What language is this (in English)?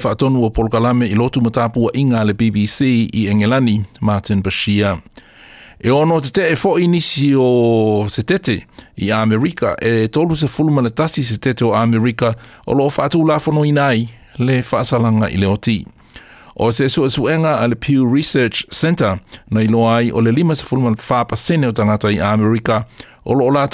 Samoan